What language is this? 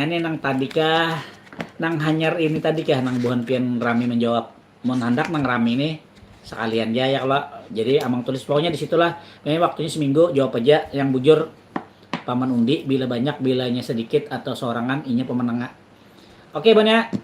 Banjar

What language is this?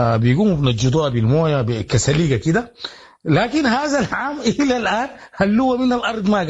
Sudanese Arabic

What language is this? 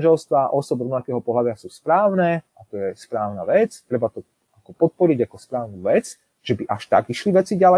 Slovak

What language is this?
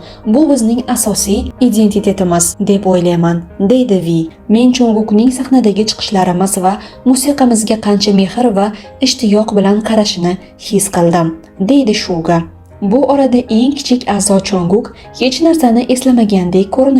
Uzbek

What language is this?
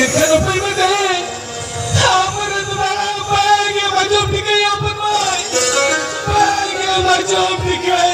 Santali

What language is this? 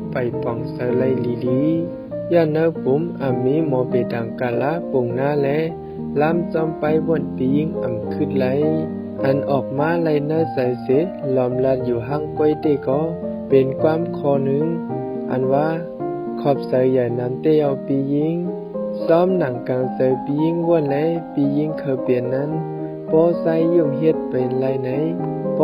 Shan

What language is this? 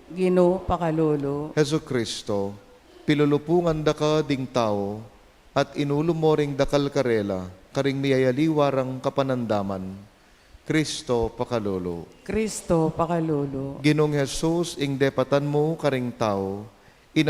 Pampanga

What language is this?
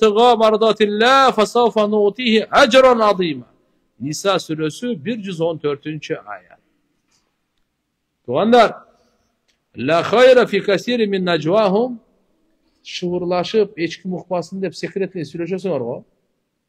Kyrgyz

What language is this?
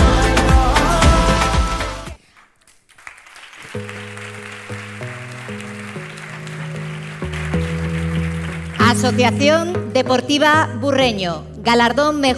Spanish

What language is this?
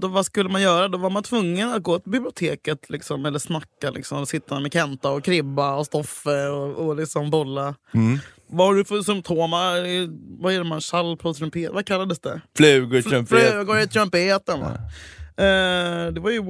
Swedish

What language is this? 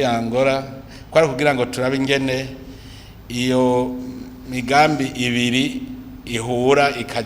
Rundi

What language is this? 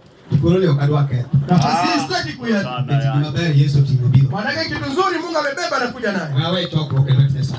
Luo (Kenya and Tanzania)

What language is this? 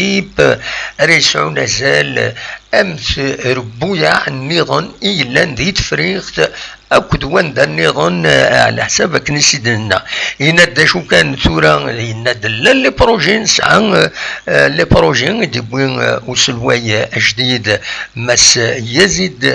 Kabyle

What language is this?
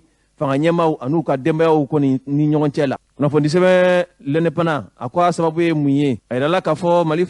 Bambara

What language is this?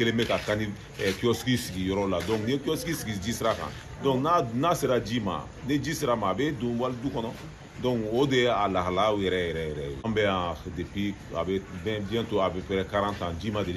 Bambara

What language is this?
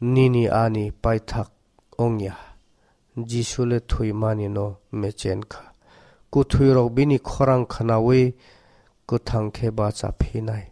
Kok Borok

